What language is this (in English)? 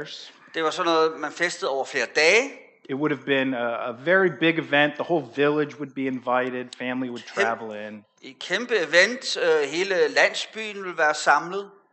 Danish